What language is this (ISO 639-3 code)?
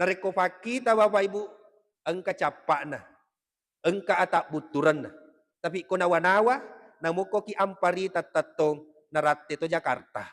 bug